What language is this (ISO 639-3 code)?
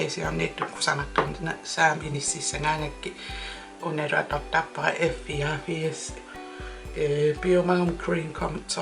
kal